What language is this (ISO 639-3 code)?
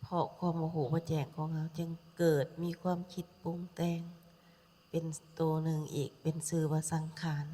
lao